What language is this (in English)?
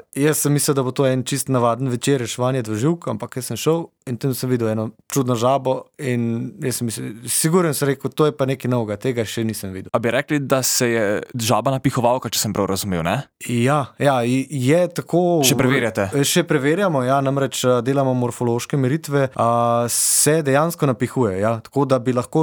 Slovenian